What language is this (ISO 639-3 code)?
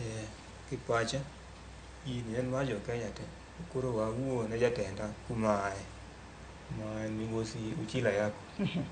luo